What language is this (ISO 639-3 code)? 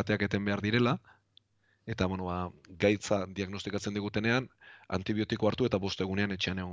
eus